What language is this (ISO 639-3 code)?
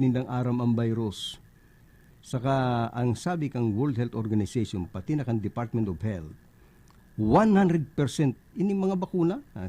bik